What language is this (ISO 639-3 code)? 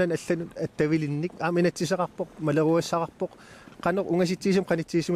kal